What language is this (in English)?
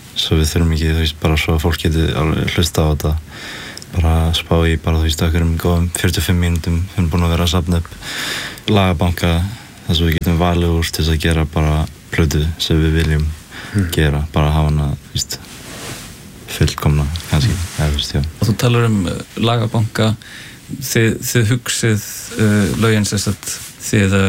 Icelandic